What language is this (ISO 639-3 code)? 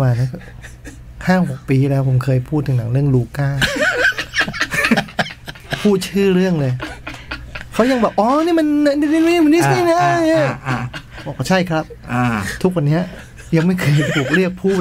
tha